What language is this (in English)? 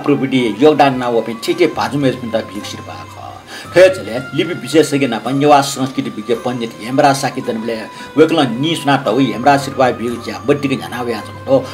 Newari